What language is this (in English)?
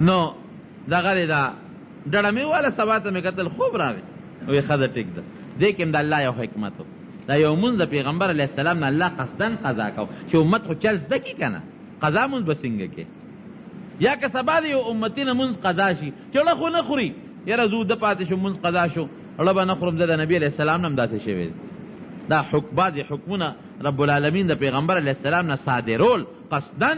Pashto